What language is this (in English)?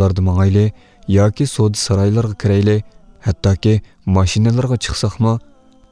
Uyghur